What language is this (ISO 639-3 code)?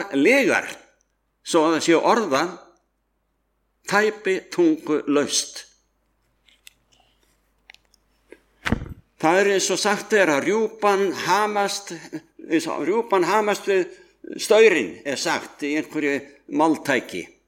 isl